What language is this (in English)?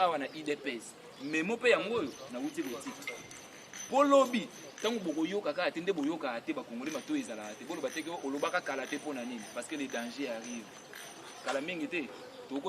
Lingala